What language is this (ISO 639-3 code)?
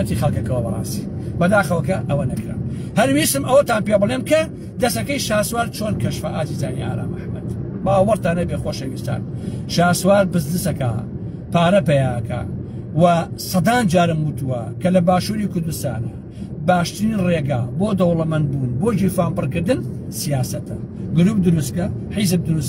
ckb